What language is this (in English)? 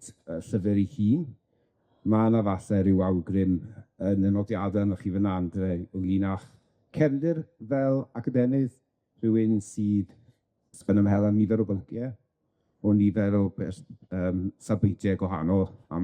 Welsh